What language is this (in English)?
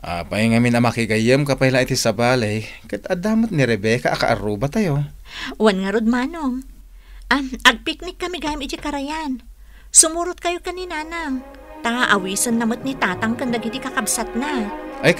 Iloko